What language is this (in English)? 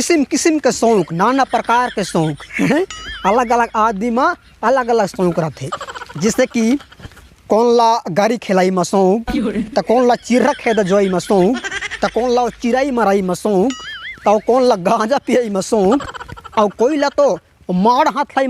Chhattisgarhi